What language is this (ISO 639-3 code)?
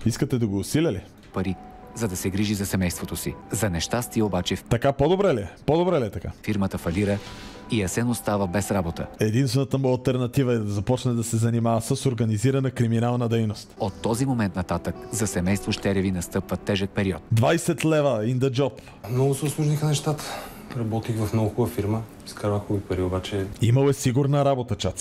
bul